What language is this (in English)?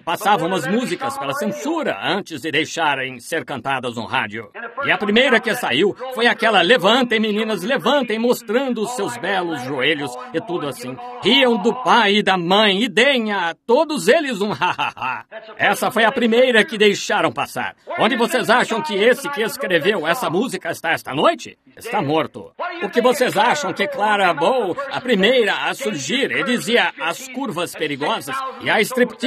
Portuguese